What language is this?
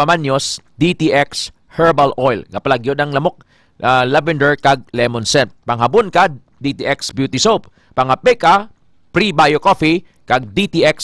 Hiligaynon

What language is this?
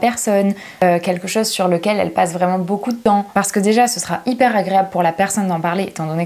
French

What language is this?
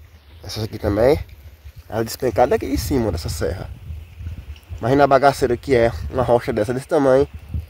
Portuguese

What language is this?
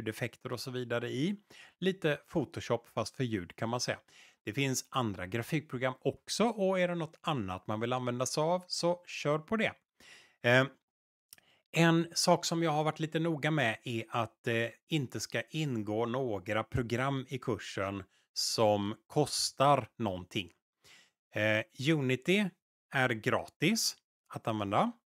Swedish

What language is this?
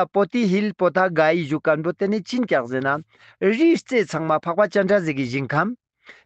Ladakhi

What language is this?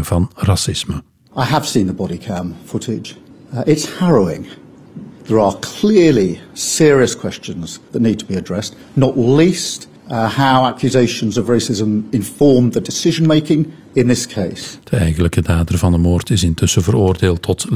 Dutch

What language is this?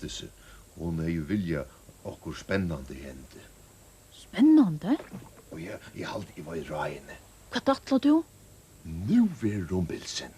Faroese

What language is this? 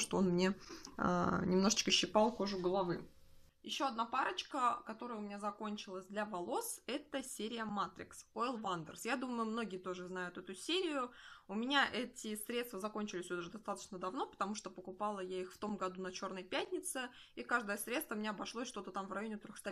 Russian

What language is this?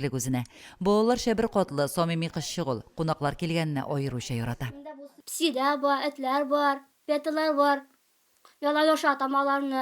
Tatar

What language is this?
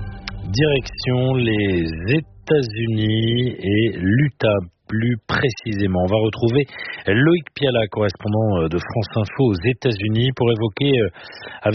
French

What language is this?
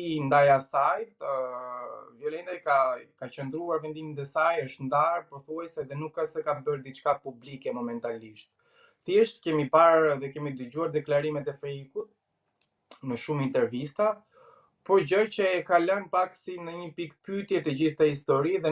Albanian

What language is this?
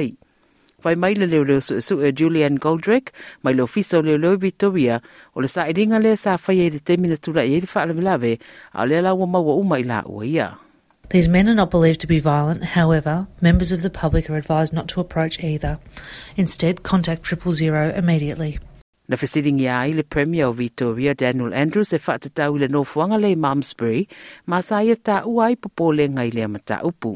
Samoan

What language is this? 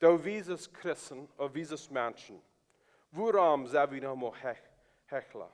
Plautdietsch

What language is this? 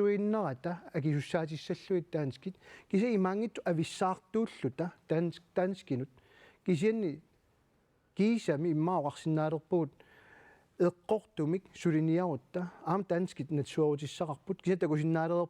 Kalaallisut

